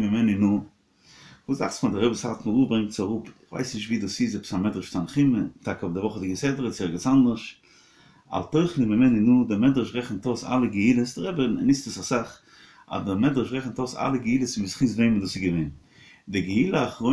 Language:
Yiddish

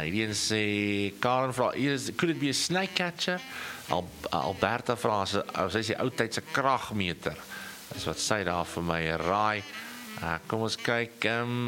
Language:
Afrikaans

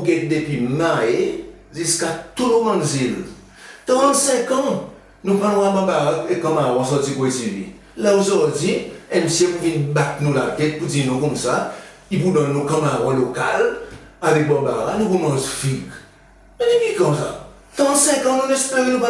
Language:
Seselwa Creole French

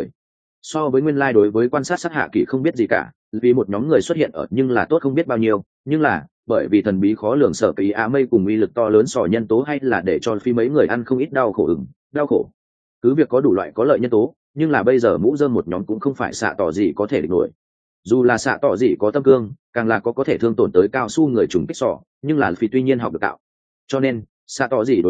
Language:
Vietnamese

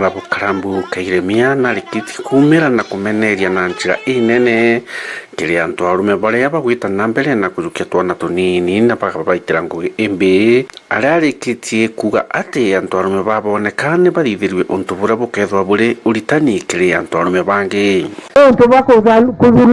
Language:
Meru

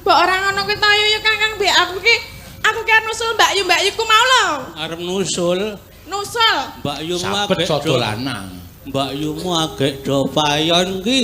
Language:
Javanese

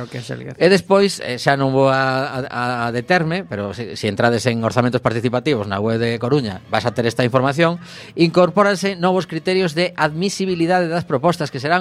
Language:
Galician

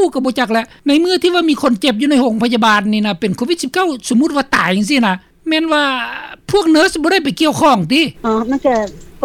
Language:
Lao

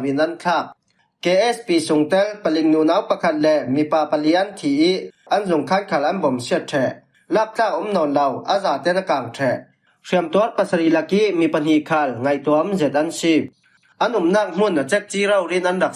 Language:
Falam Chin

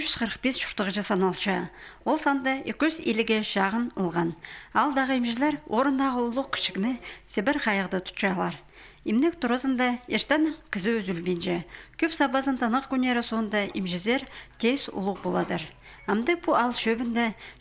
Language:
Khakas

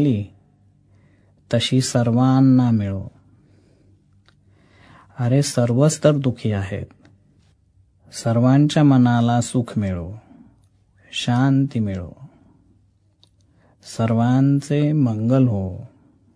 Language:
Marathi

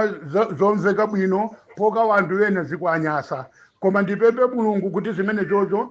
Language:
Nyanja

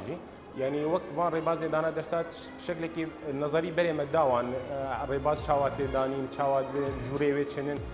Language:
Kurdish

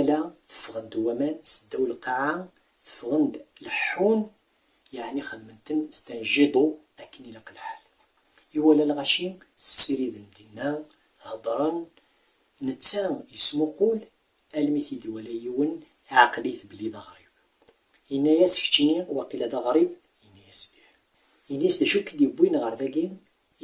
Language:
Kabyle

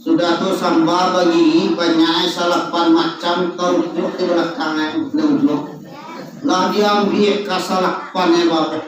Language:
Minangkabau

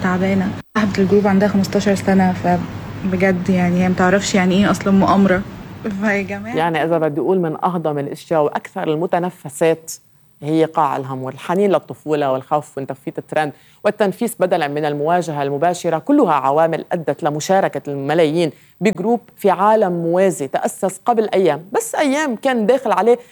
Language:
North Levantine Arabic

